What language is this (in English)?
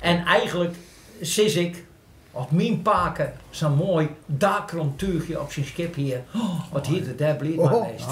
Western Frisian